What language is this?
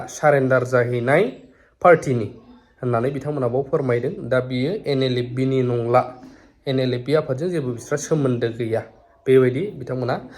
Bodo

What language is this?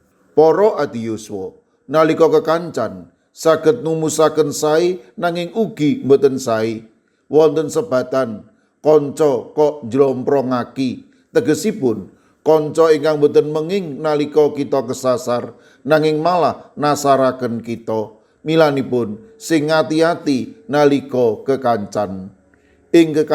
Javanese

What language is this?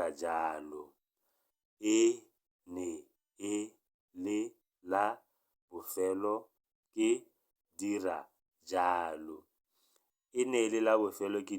Tswana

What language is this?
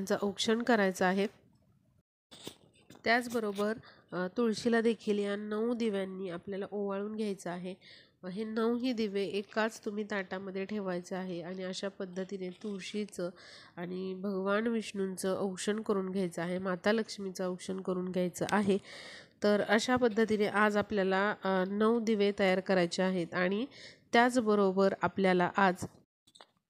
Marathi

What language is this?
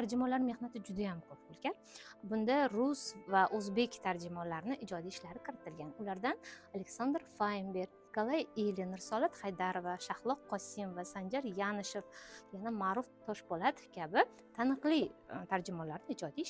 Uzbek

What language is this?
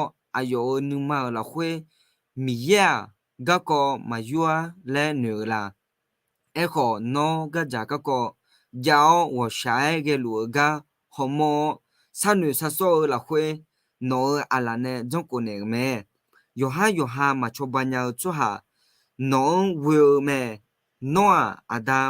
Akha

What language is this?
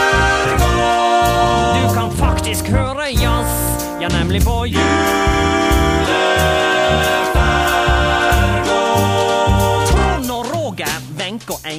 Norwegian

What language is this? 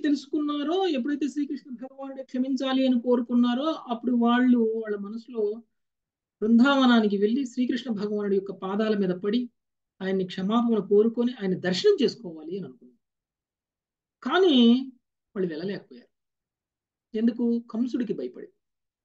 Telugu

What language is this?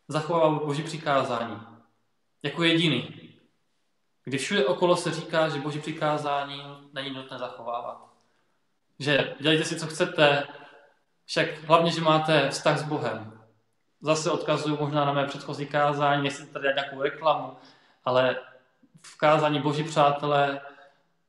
Czech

